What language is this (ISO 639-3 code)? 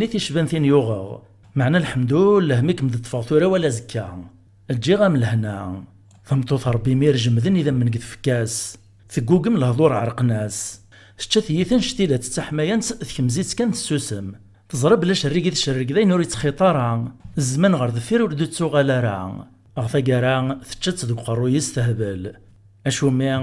kab